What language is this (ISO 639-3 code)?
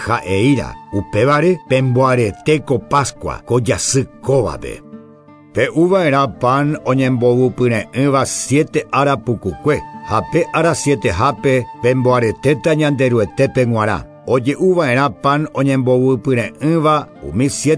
grn